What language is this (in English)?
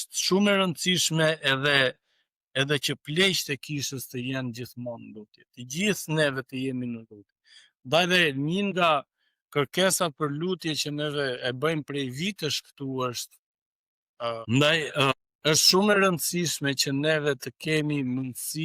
Albanian